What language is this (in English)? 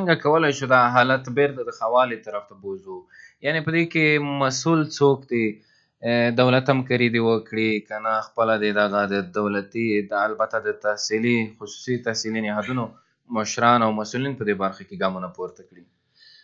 Pashto